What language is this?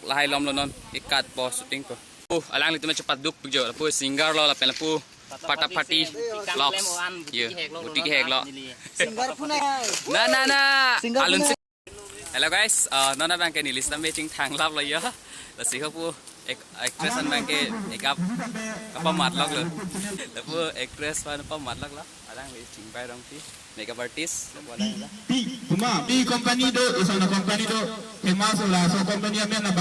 Karbi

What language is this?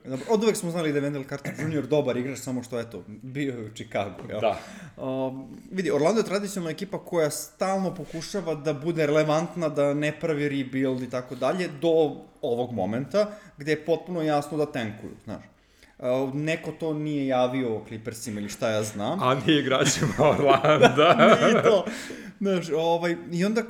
Serbian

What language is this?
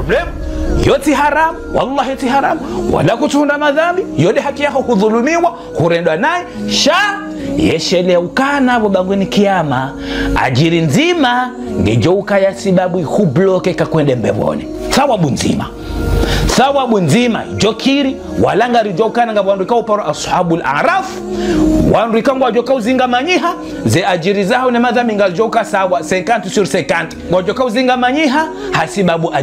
Ngazidja Comorian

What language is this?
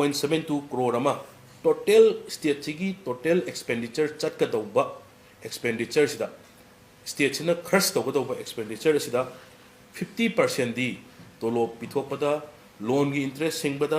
Manipuri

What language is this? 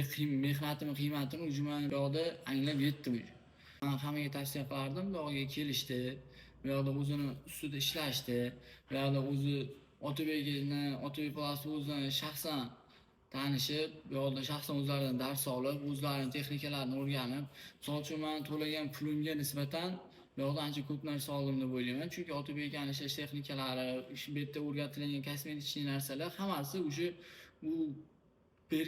Uzbek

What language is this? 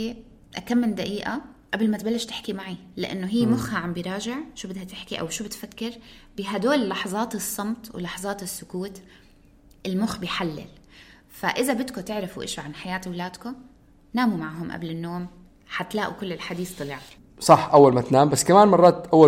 North Levantine Arabic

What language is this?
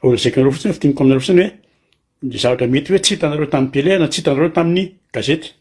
Malagasy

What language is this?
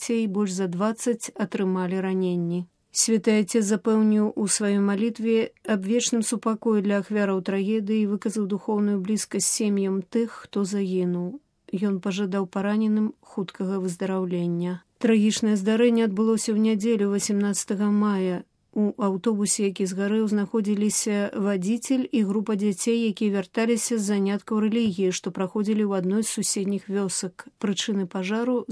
Belarusian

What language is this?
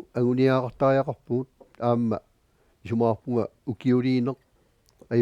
Kalaallisut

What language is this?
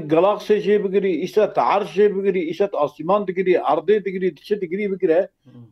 Kurdish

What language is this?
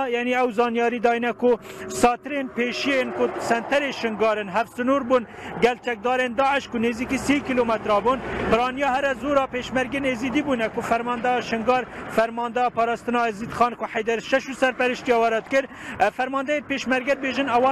Kurdish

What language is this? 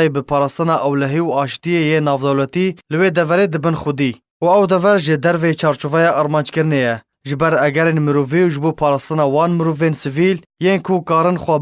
Kurdish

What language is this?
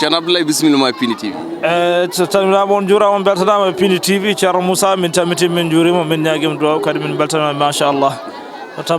Fula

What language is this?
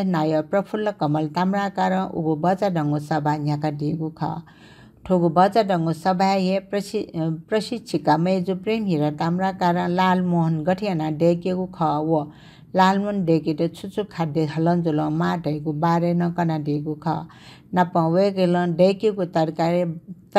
Newari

